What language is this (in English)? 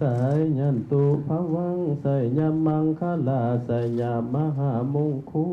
Lao